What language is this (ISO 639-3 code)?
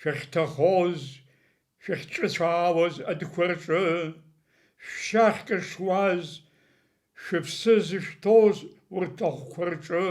abk